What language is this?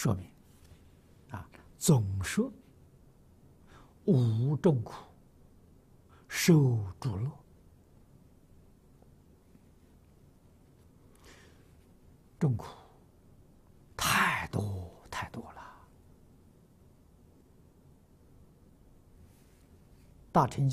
Chinese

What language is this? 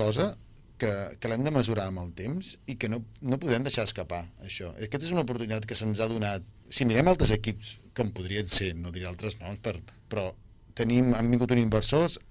Catalan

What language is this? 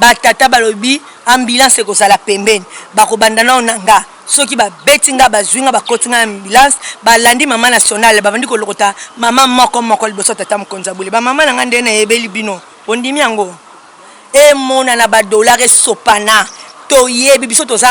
Lingala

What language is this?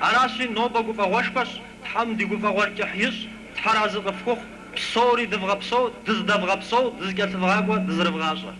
Kabardian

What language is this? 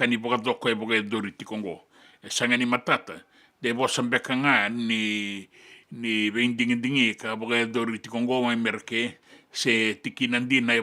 Fijian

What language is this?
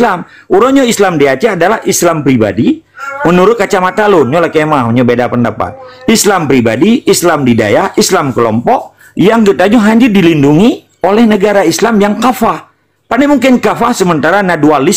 Achinese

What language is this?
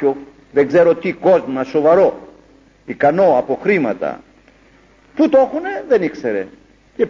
Greek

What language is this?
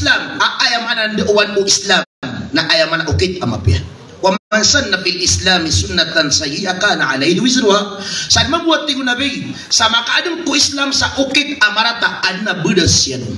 Maranao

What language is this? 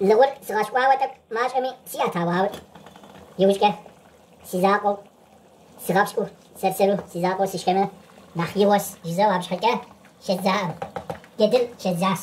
Kabardian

